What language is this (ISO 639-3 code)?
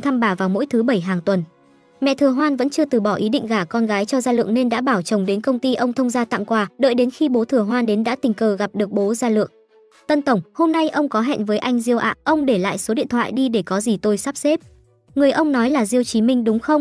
vie